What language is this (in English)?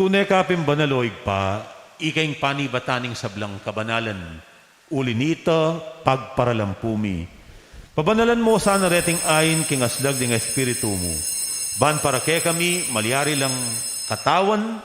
Pampanga